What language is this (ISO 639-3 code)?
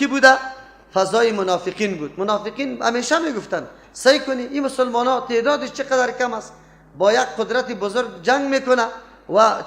fas